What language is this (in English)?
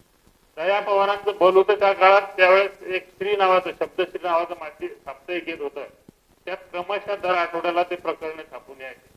Marathi